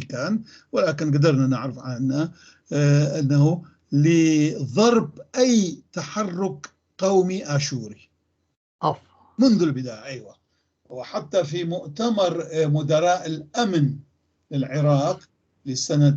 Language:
North Levantine Arabic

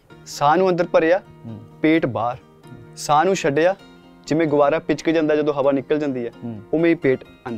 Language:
Punjabi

